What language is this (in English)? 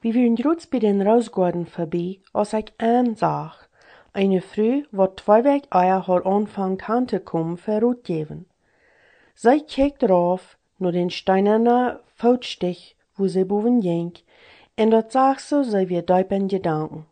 Plautdietsch